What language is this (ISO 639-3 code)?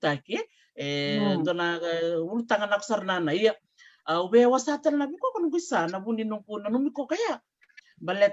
fij